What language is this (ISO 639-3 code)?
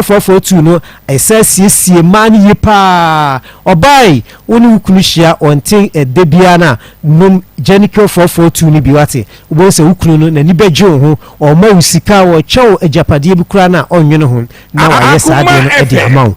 aka